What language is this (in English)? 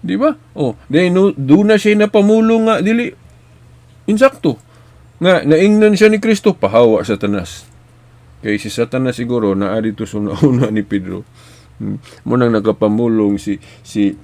Cebuano